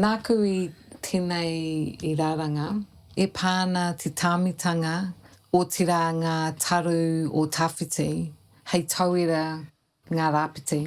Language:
Māori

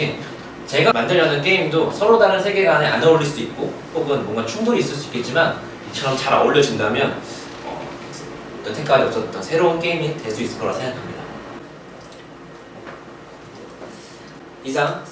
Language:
Korean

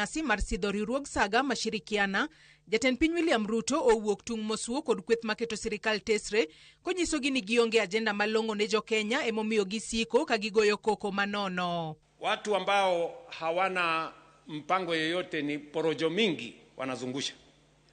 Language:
Luo (Kenya and Tanzania)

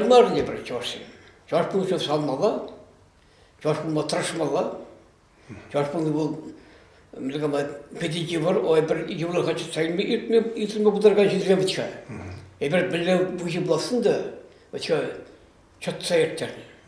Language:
Chuvash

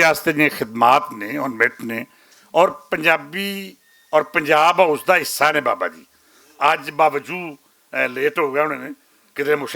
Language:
Western Panjabi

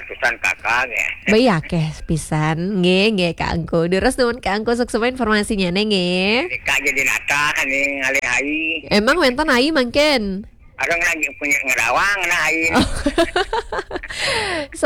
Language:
Balinese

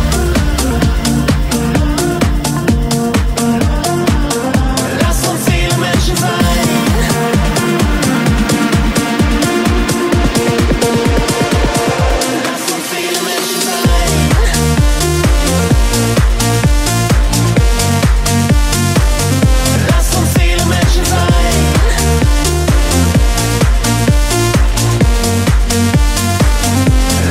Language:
German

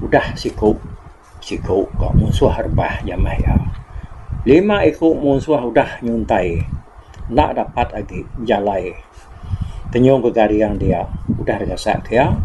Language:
Iban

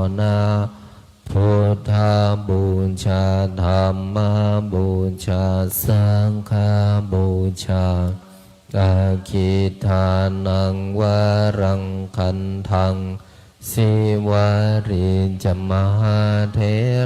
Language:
Pali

